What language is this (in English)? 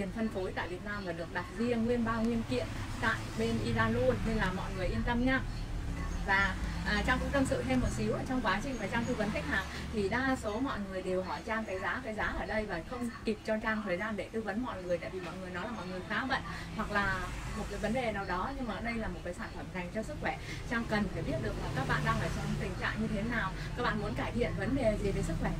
Vietnamese